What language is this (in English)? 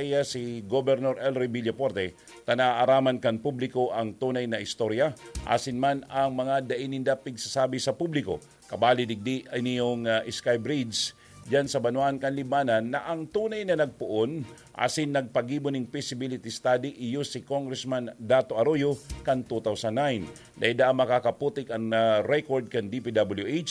Bikol